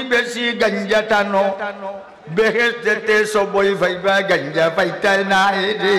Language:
Sylheti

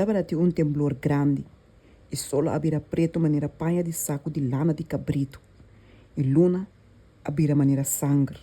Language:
Papiamento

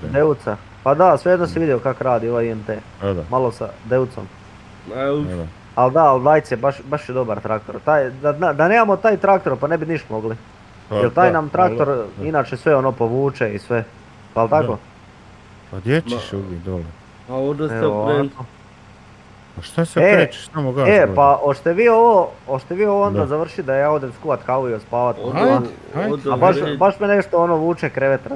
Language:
Croatian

